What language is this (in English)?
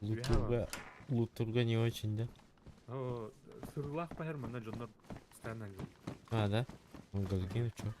Yakut